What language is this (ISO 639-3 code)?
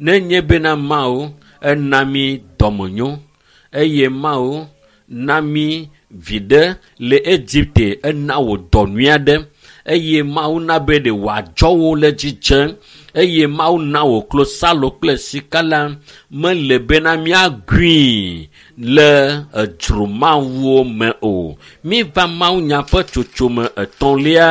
ewe